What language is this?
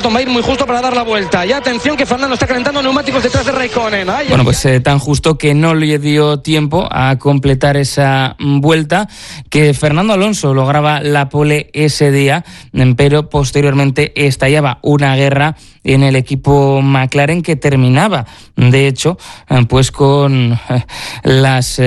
Spanish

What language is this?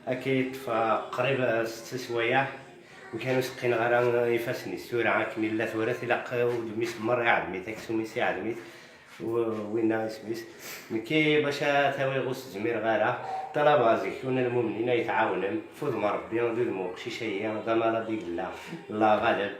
Kabyle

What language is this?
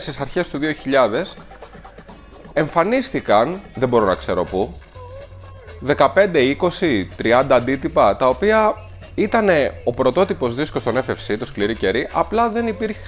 Greek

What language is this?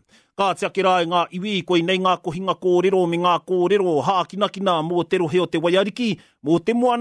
Māori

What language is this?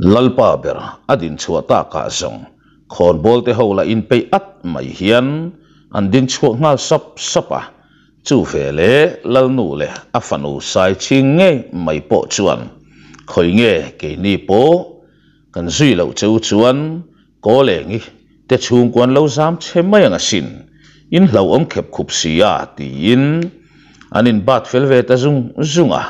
Mizo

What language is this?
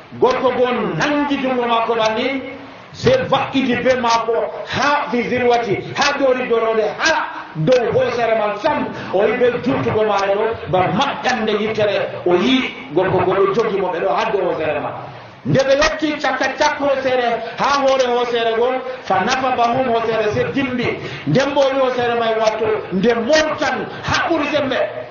Nigerian Fulfulde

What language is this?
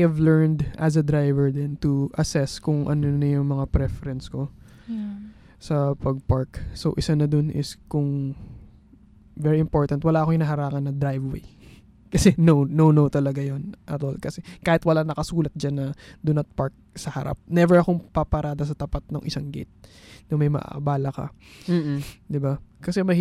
Filipino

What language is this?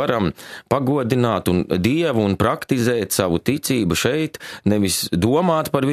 Latvian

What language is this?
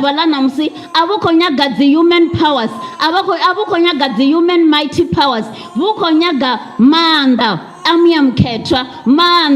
Venda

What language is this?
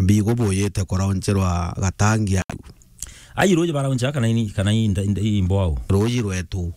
Meru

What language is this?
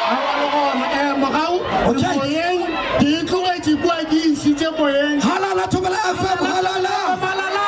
Northern Sotho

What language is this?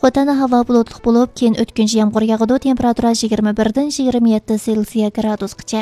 Uyghur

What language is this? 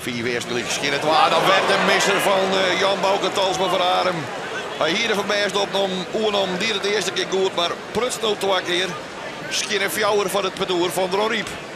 Western Frisian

